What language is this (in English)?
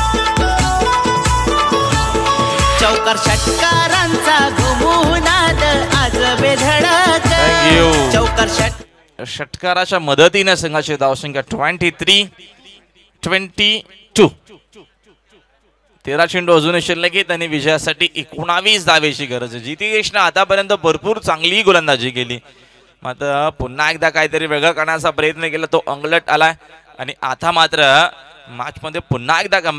Marathi